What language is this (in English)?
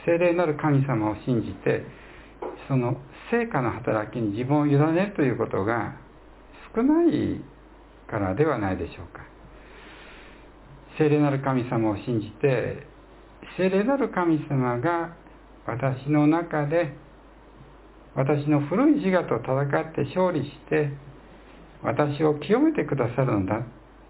Japanese